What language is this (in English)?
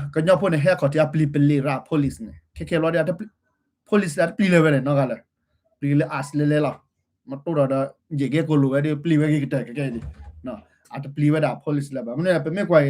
S'gaw Karen